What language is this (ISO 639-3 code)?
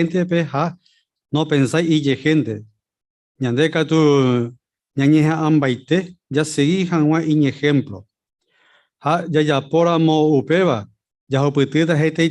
grn